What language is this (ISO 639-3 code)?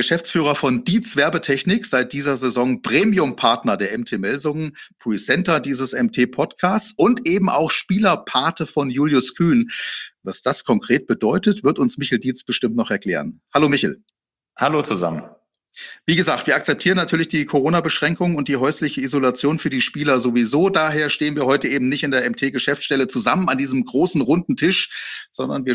deu